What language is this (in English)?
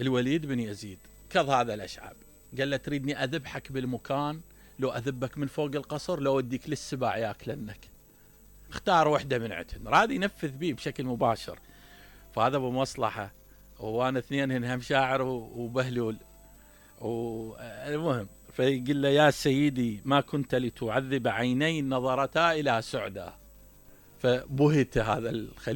Mesopotamian Arabic